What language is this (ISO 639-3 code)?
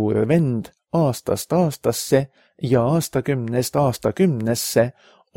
est